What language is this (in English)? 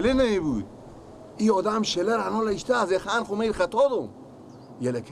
Persian